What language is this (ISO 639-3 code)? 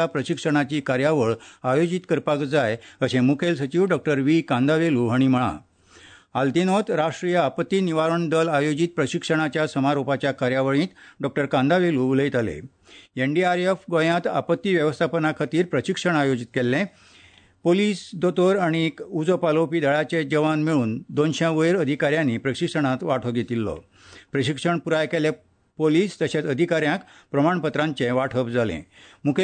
kok